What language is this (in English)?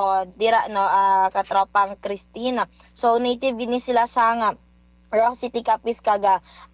Hiligaynon